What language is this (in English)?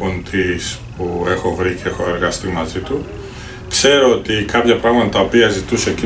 Greek